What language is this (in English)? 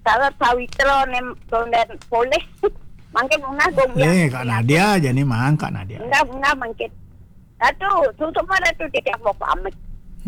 Balinese